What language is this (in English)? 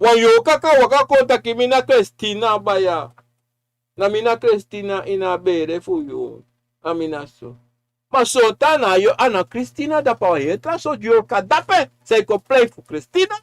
Sranan Tongo